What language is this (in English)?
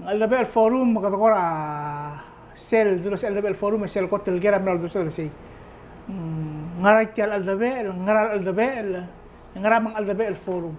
Palauan